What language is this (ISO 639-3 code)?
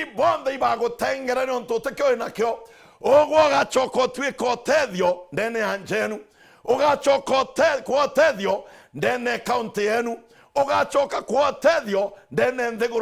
mer